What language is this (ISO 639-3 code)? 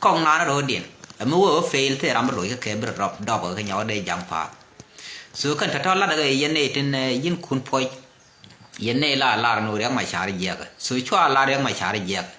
nus